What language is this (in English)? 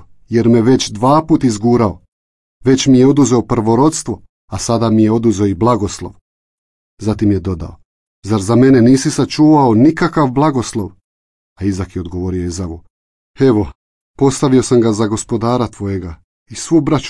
Serbian